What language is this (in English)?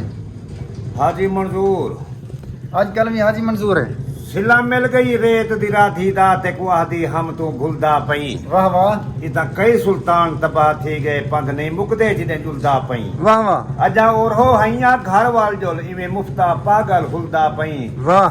Saraiki